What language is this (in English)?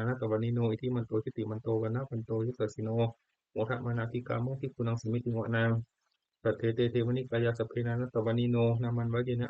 Pali